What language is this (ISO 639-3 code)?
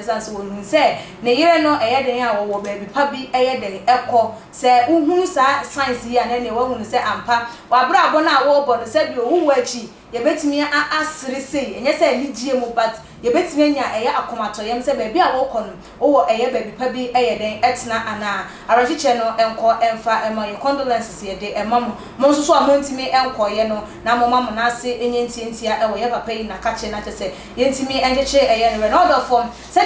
aka